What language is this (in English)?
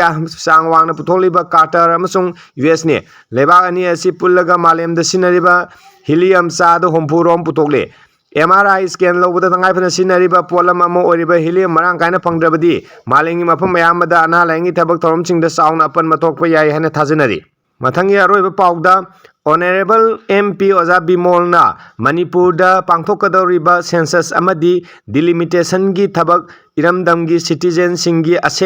Manipuri